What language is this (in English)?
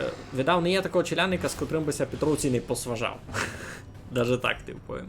Rusyn